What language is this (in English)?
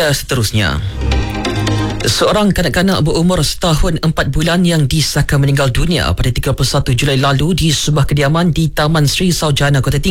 Malay